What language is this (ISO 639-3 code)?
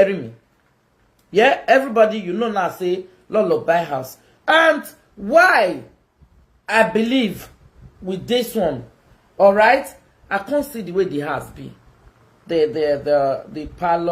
pcm